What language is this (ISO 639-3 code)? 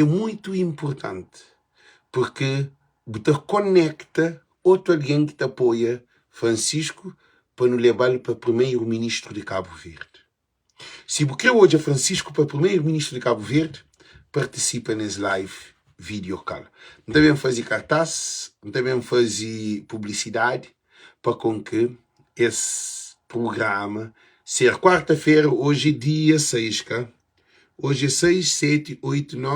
kea